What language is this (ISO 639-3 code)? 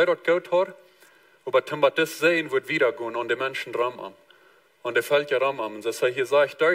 pdt